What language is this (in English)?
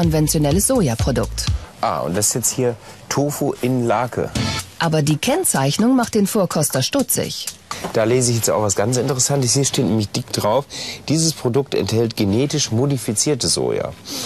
German